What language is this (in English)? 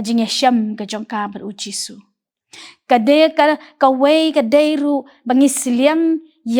Khasi